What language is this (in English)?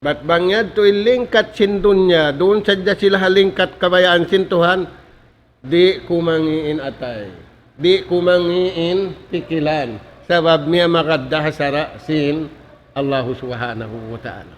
Tausug